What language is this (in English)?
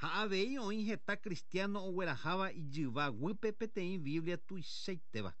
Guarani